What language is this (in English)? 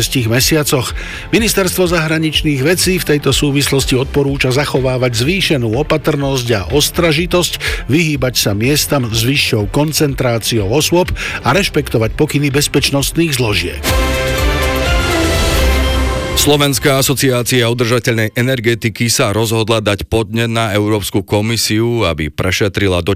Slovak